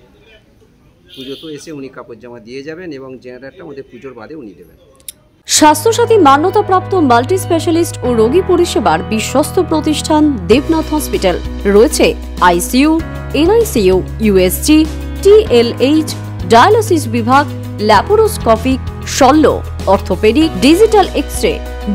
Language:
Bangla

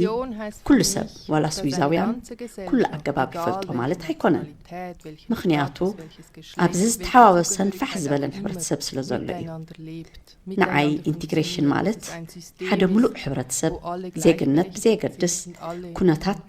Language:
Tigrinya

